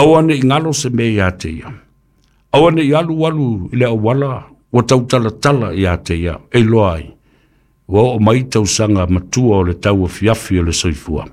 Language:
Samoan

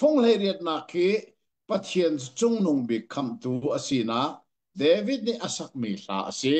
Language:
Hakha Chin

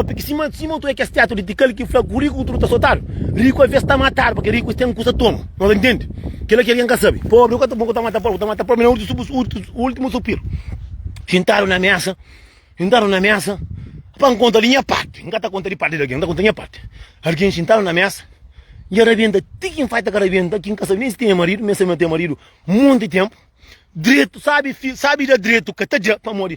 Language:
Kabuverdianu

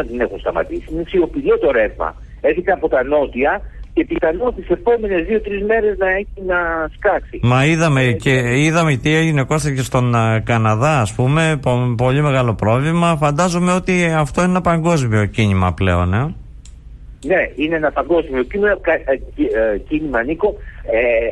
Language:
Greek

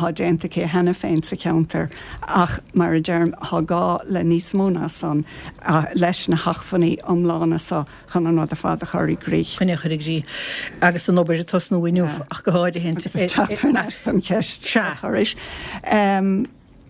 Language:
Irish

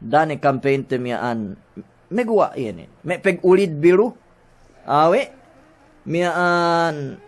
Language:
Yakan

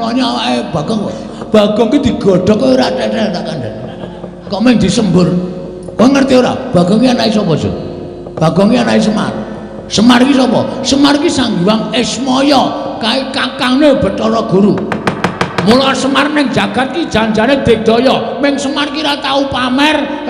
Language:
Javanese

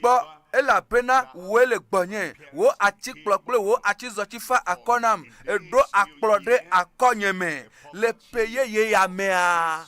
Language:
Ewe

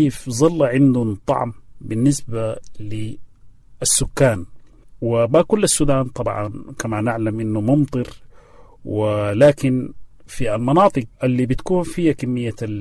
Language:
Sudanese Arabic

